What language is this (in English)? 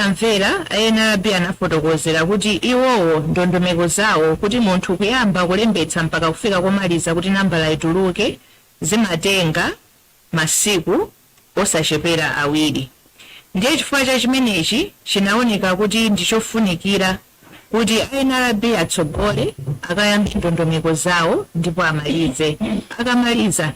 Nyanja